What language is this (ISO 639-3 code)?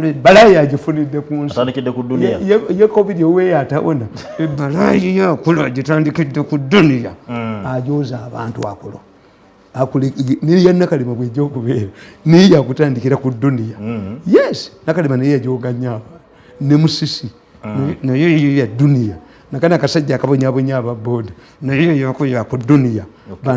lug